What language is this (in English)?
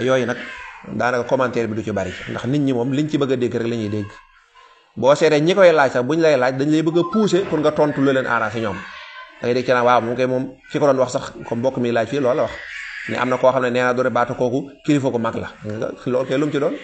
Wolof